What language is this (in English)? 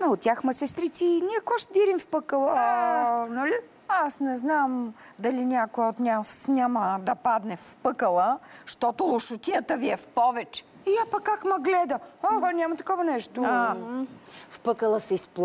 Bulgarian